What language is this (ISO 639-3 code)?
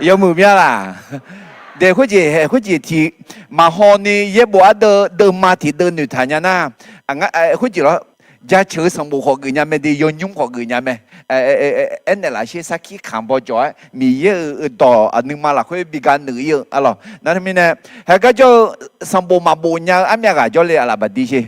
ahk